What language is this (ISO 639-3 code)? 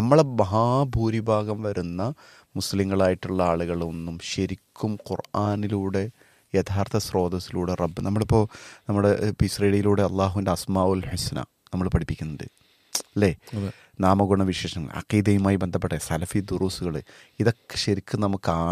mal